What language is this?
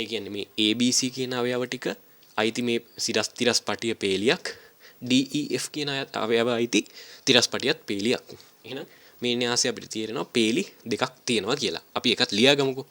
Sinhala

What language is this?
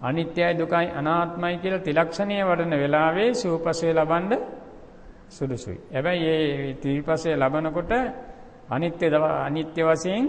Sinhala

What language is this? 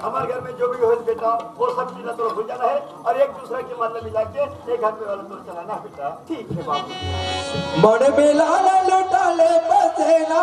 Chhattisgarhi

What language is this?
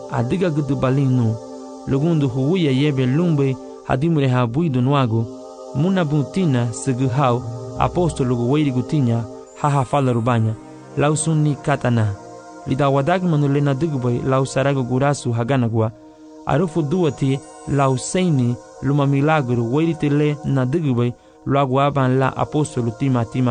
Garifuna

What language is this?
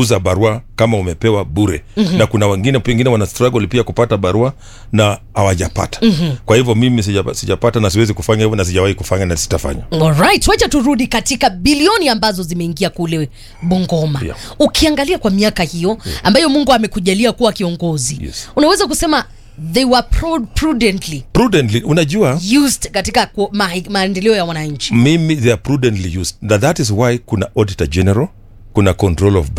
Swahili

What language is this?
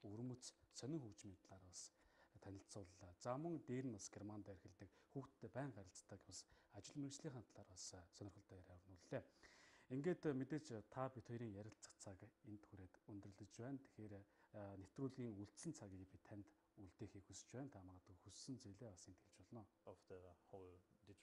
Mongolian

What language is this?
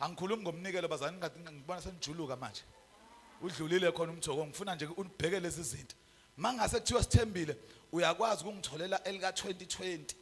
Zulu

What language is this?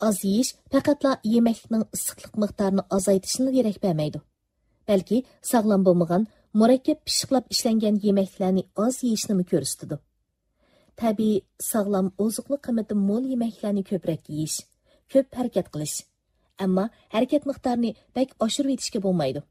Uyghur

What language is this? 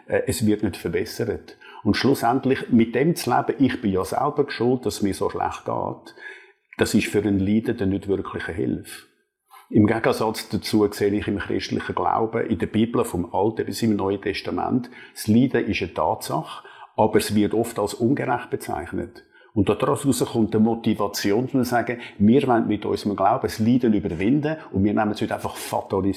Swiss German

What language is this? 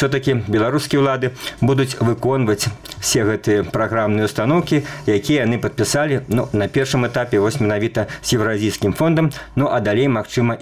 Belarusian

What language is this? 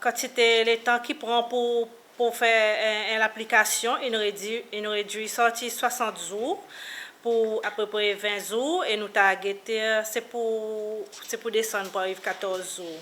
Seselwa Creole French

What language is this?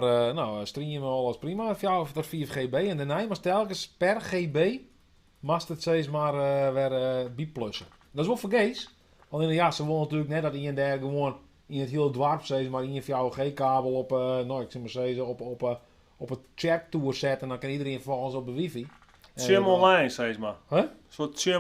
Western Frisian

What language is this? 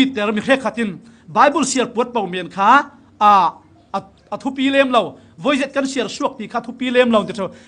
Falam Chin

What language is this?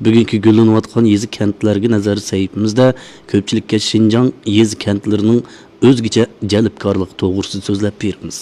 Uyghur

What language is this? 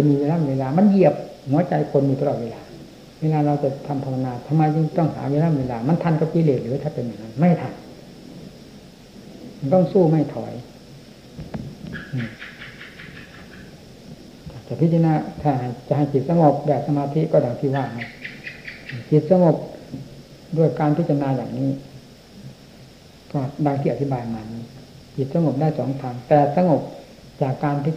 Thai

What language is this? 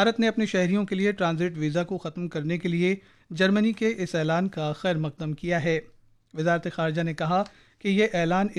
Urdu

